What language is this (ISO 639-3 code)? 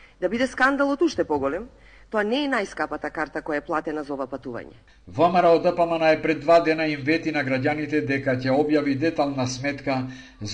mkd